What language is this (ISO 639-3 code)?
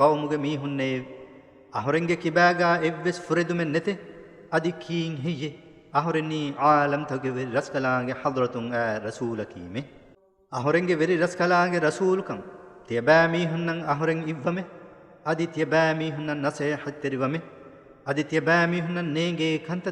div